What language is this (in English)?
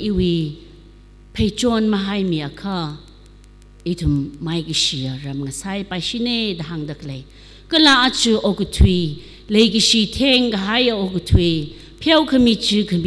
Tangkhul Naga (India)